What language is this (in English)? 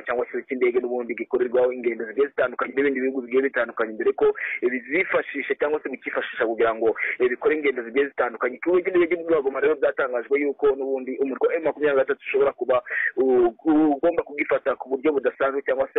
Kinyarwanda